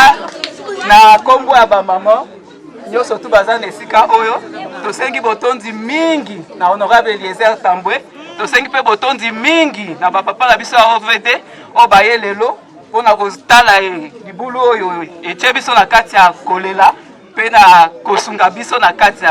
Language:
Lingala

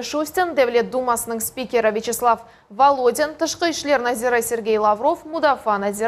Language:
Crimean Tatar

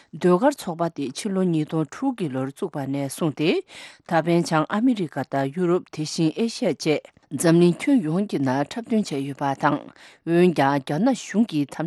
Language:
Tibetan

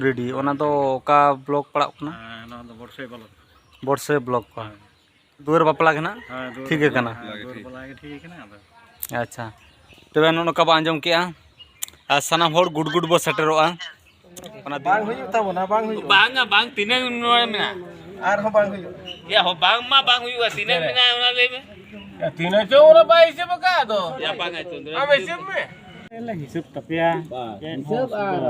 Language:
Santali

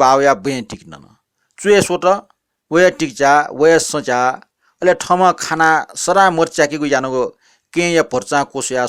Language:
Newari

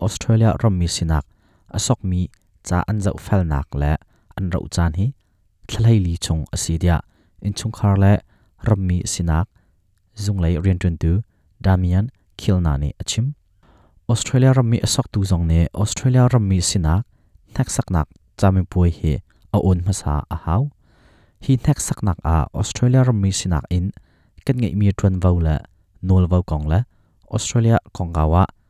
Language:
Hakha Chin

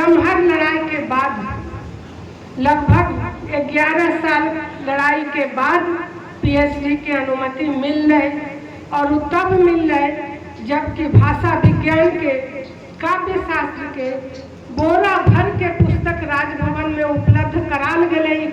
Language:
Magahi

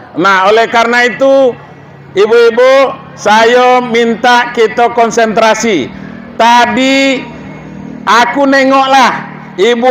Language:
Minangkabau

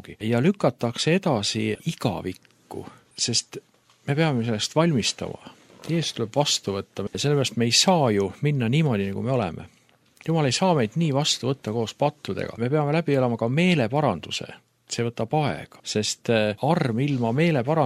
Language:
Estonian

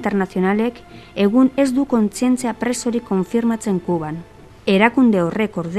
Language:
Basque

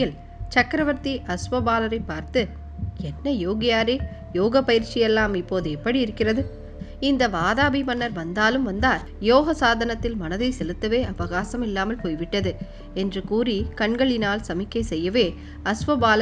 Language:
Tamil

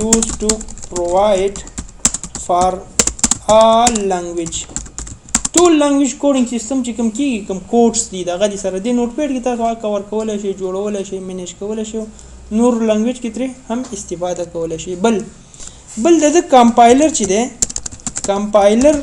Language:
Pashto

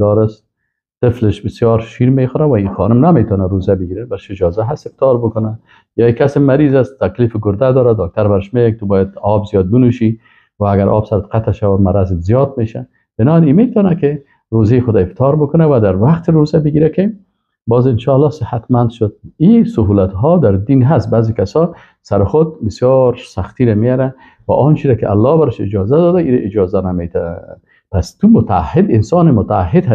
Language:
Persian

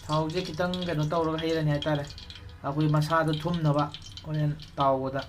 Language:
Manipuri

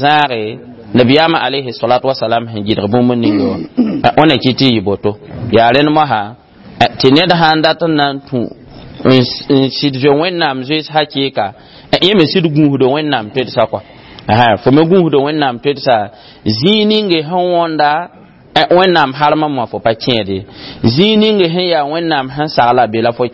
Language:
Mossi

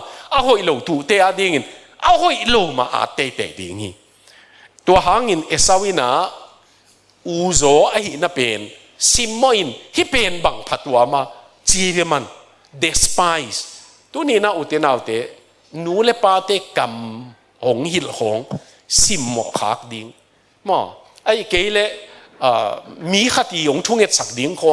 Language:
Tedim Chin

